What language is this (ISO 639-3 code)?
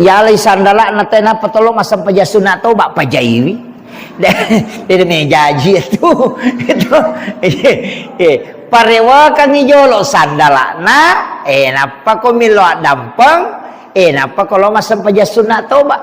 bug